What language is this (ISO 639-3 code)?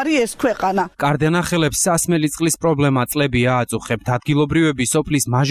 kat